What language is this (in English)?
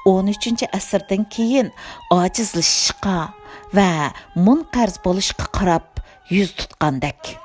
Uyghur